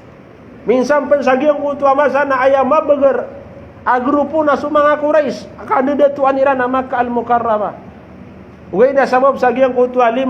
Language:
Maranao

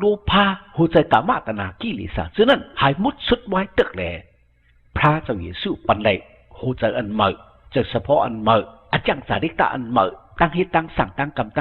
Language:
Shan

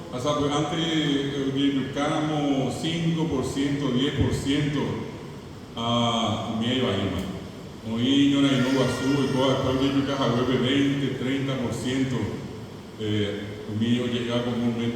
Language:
Guarani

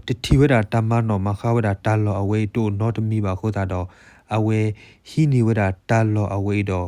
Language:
S'gaw Karen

